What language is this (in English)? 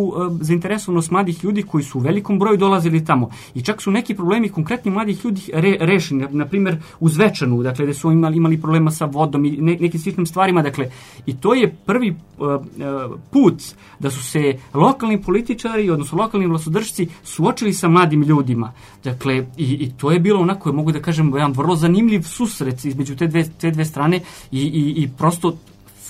Serbian